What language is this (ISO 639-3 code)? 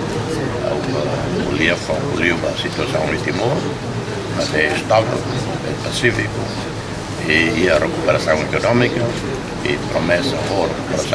tet